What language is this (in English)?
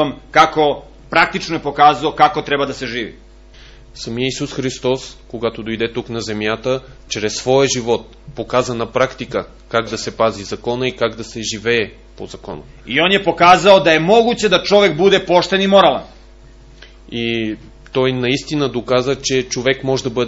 Bulgarian